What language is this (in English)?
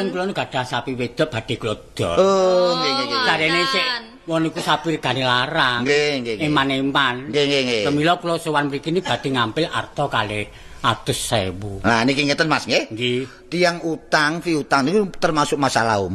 Javanese